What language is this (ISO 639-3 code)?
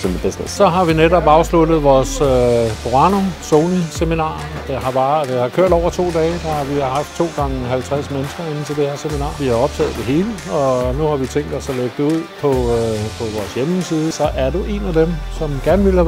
dan